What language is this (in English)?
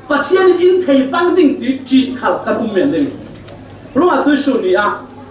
Falam Chin